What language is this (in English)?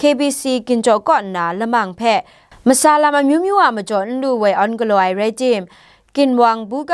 Kachin